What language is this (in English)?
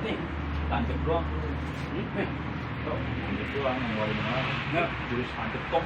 Betawi